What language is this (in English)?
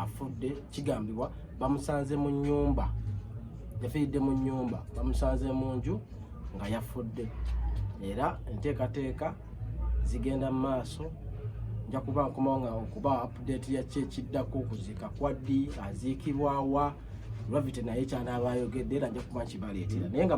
Ganda